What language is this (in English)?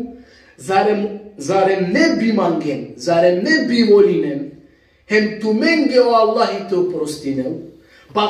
Balkan Romani